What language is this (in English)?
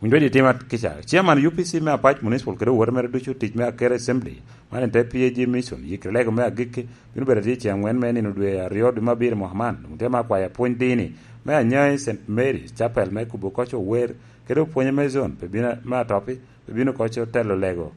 Lango (Uganda)